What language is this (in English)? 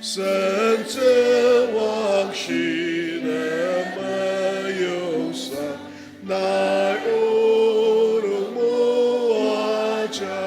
Ao Naga